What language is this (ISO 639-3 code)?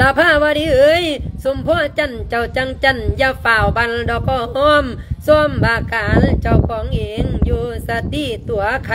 lao